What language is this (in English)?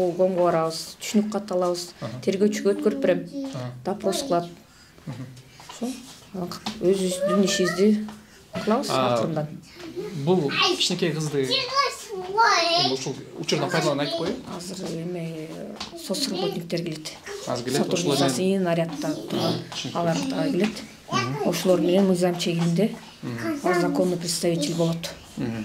Kyrgyz